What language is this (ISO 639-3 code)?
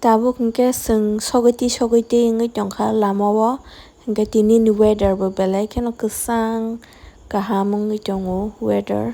trp